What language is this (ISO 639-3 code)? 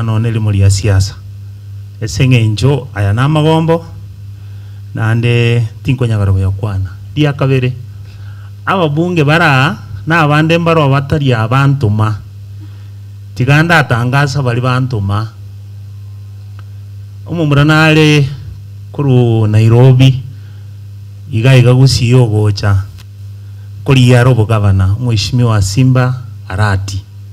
guz